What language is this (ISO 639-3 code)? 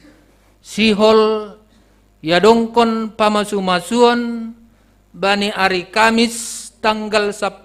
bts